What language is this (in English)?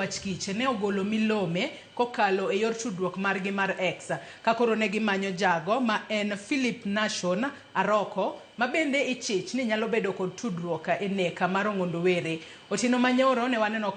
Luo (Kenya and Tanzania)